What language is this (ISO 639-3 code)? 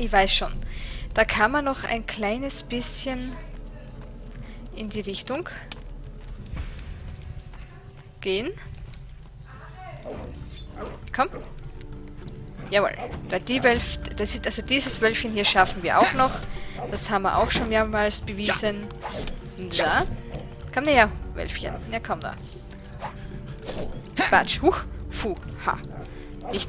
deu